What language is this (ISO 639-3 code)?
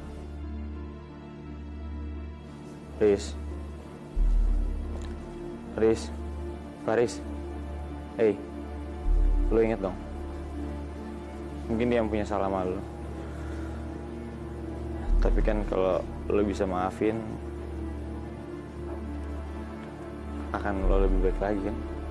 ind